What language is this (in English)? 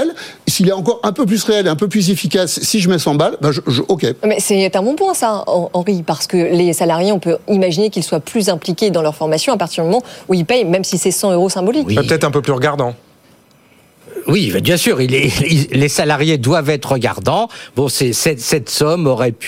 French